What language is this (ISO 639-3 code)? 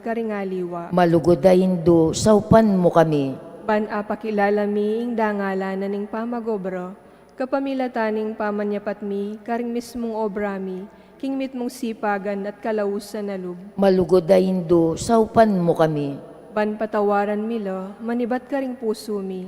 pam